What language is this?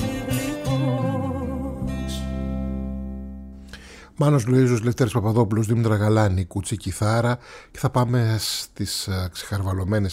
Greek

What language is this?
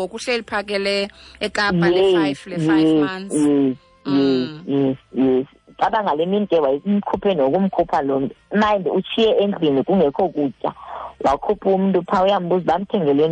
Xhosa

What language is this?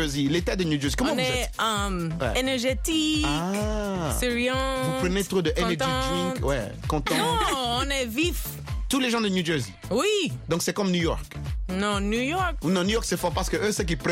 French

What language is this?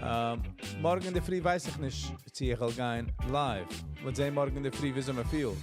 Yiddish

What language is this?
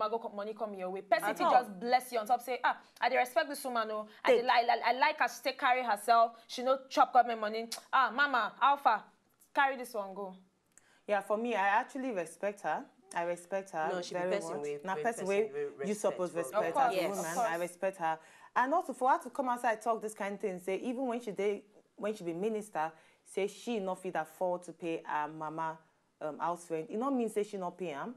Nigerian Pidgin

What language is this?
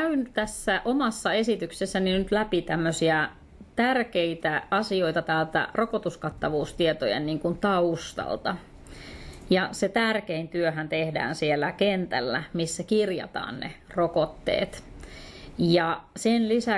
Finnish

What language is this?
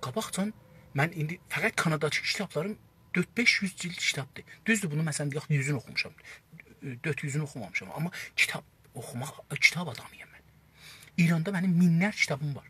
South Azerbaijani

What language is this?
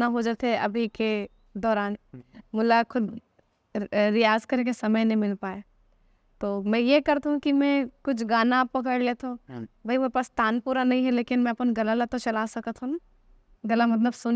Chhattisgarhi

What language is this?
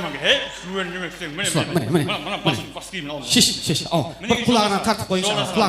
Kara-Kalpak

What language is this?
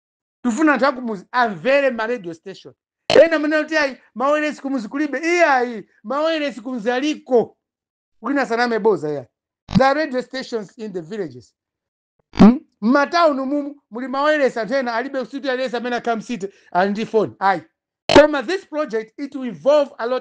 Nyanja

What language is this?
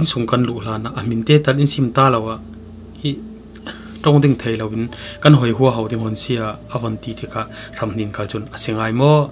Falam Chin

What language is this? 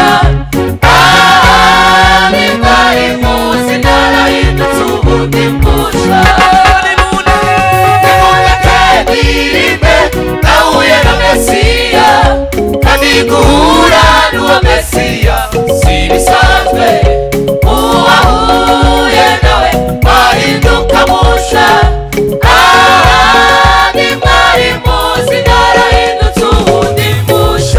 Kinyarwanda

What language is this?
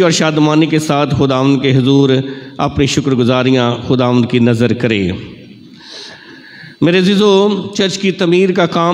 Urdu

